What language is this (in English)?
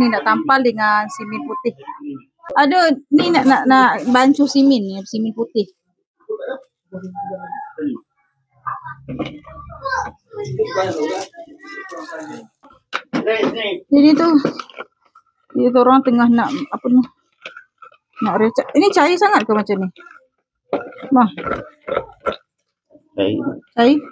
Malay